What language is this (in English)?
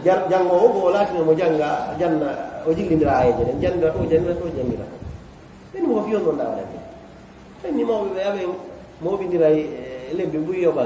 Fula